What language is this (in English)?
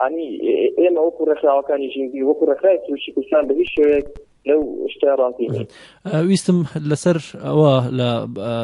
Central Kurdish